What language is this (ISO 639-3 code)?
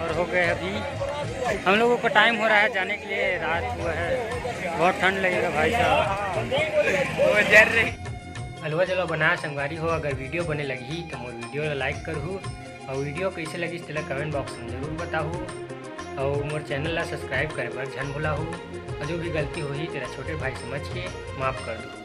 hne